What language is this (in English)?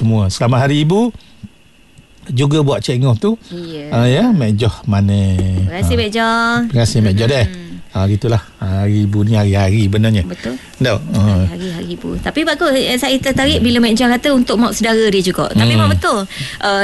Malay